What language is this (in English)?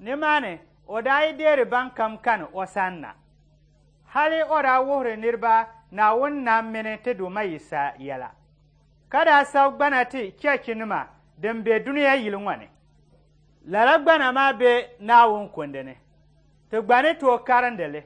Dagbani